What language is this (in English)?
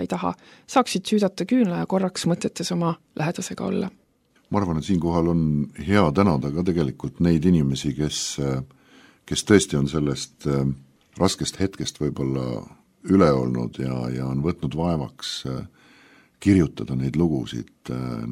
Estonian